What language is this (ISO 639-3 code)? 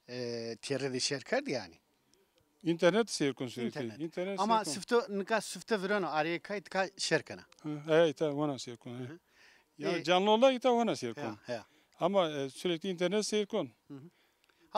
zza